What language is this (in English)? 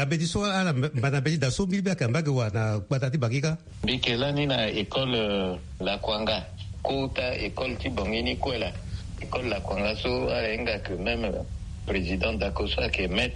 Sango